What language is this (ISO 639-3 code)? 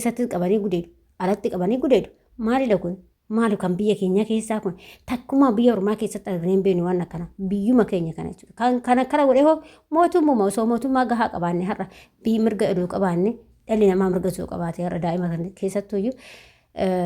orm